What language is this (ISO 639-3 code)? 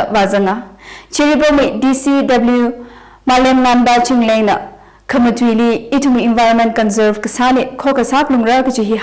nmf